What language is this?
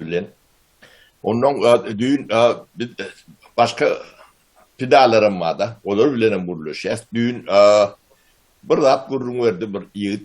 Turkmen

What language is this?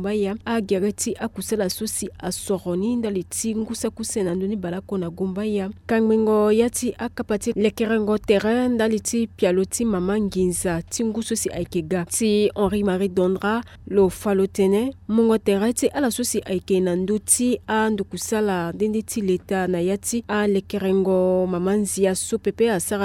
Sango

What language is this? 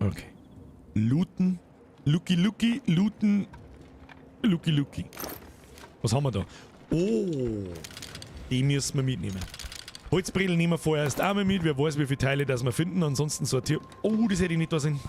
Bavarian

